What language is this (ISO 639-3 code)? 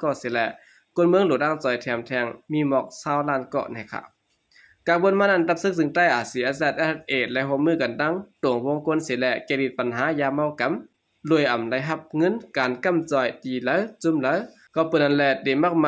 shn